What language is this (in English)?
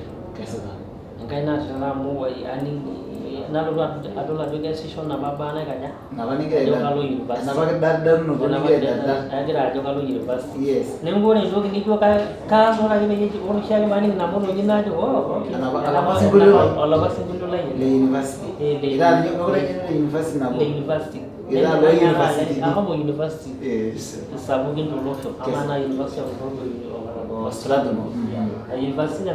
Masai